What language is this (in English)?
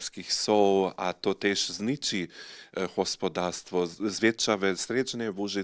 Upper Sorbian